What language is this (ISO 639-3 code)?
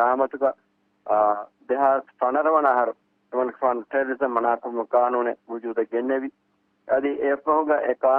div